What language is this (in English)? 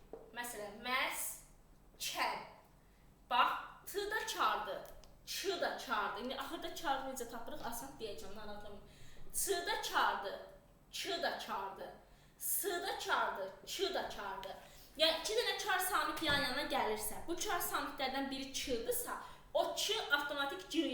Azerbaijani